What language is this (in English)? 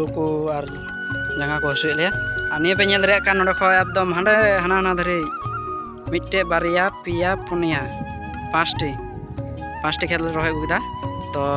Santali